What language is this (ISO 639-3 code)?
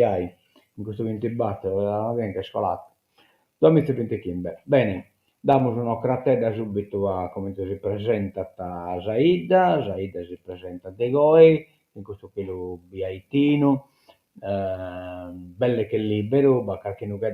srd